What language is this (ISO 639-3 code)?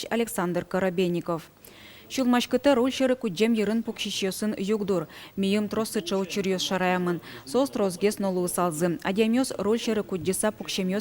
udm